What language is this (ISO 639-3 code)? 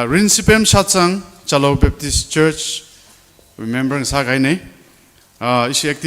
nmf